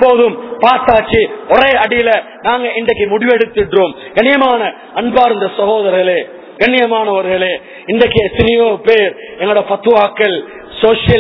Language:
Tamil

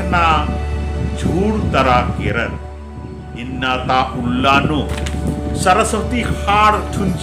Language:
Kurukh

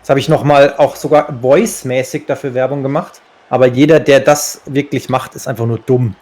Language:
Swiss German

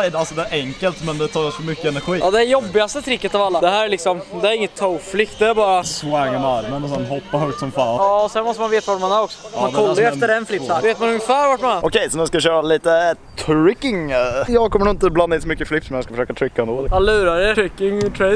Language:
Swedish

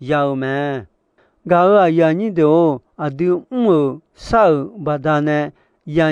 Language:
Akha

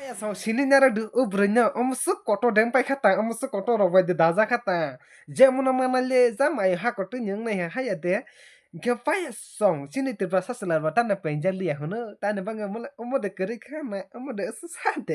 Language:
Kok Borok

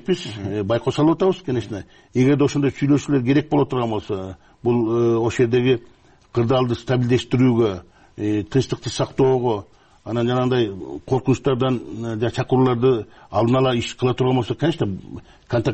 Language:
Kyrgyz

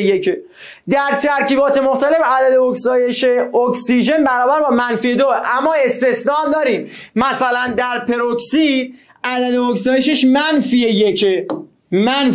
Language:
Persian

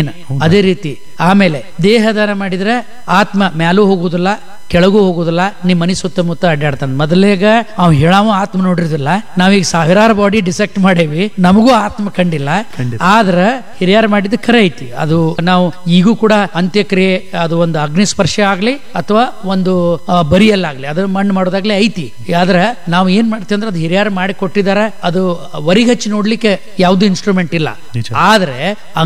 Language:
Kannada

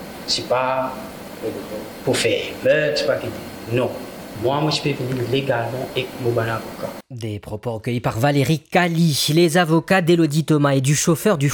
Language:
Morisyen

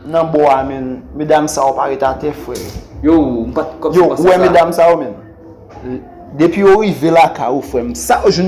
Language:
Haitian Creole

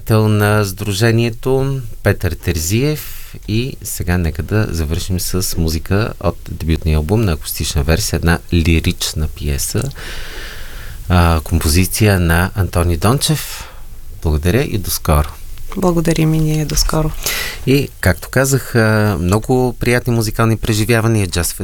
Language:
Bulgarian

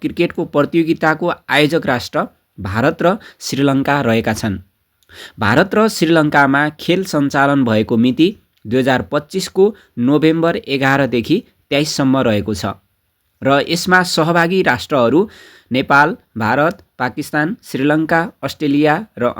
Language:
Nepali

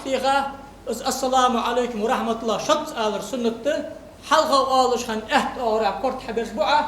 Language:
Ingush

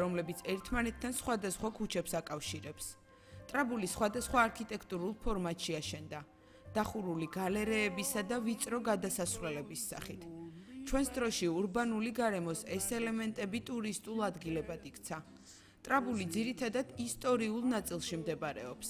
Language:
Georgian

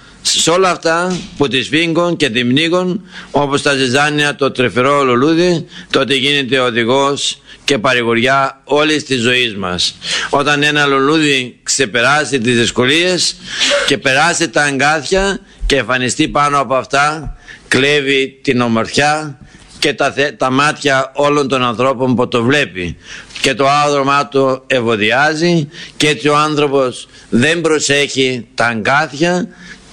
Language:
Greek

